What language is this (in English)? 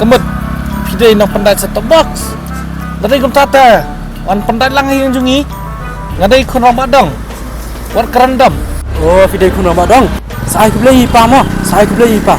Khasi